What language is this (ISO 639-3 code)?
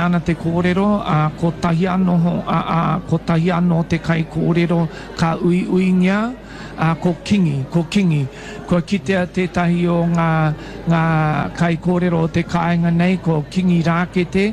mri